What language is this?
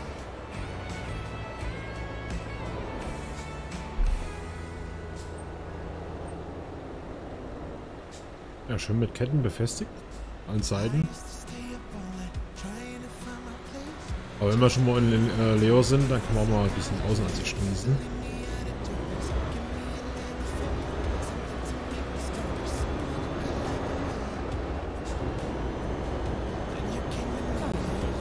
German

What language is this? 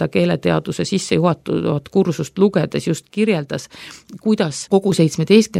Estonian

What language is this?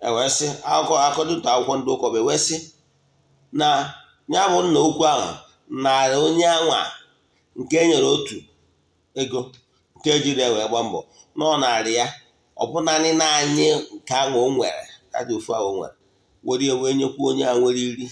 Igbo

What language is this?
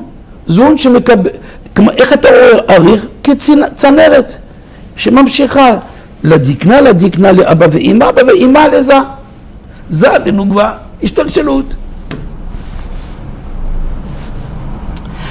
Hebrew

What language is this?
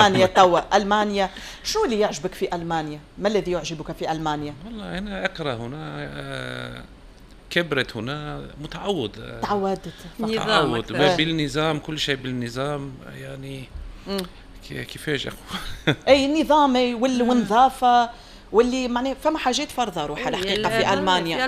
Tunisian Arabic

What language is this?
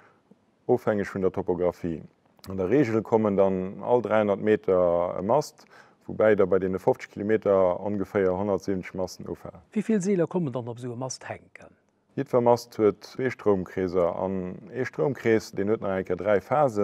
Luxembourgish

